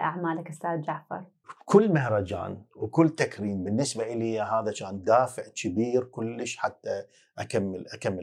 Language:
Mesopotamian Arabic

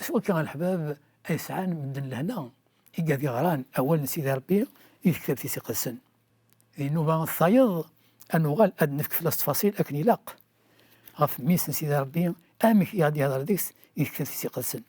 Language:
Kabyle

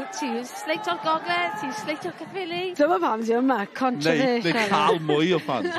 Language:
Welsh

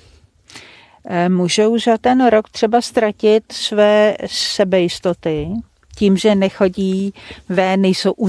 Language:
Czech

